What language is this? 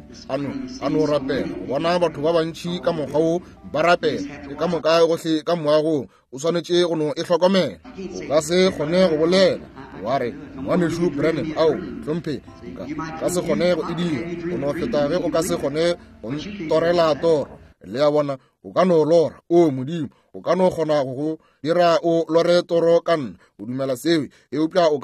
Northern Sotho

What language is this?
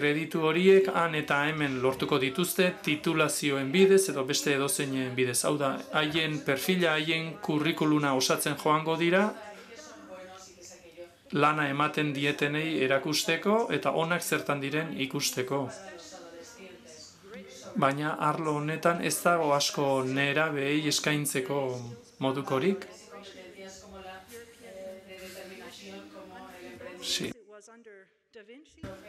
Basque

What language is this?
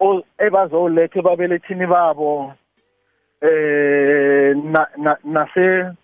South Ndebele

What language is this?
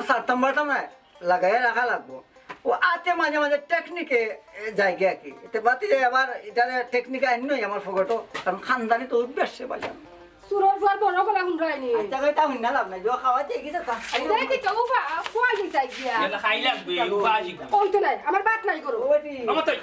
Sylheti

